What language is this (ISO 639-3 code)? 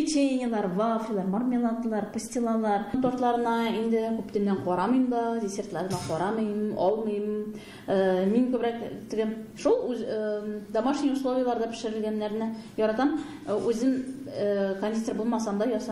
tat